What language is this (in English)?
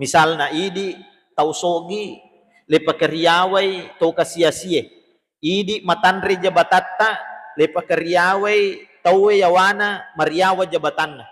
Buginese